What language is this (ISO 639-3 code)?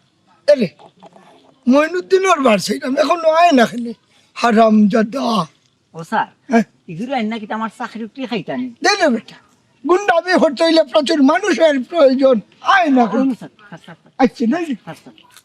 syl